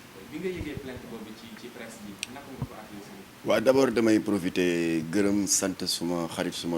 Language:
Wolof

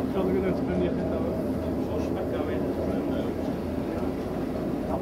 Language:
Faroese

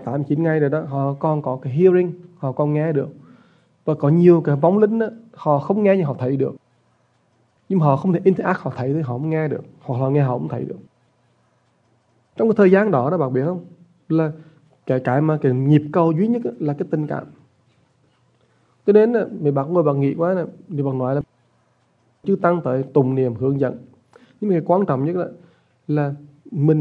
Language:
Vietnamese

